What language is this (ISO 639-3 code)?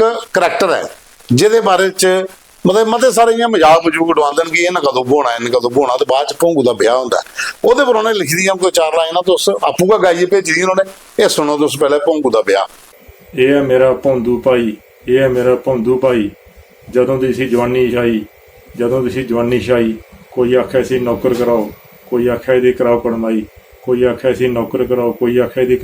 doi